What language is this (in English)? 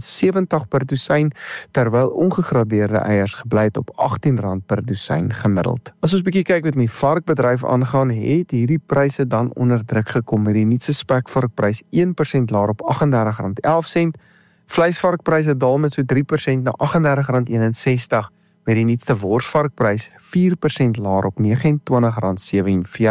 Afrikaans